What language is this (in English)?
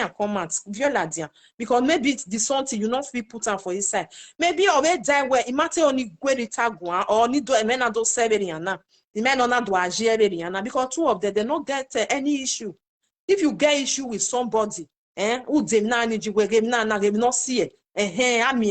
Nigerian Pidgin